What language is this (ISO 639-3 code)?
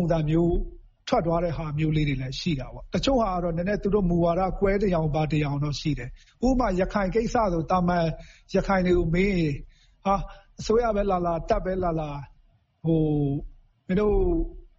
mya